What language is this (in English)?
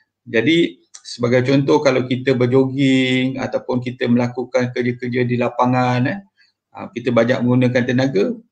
Malay